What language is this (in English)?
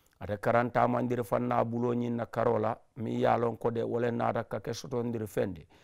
Mandingo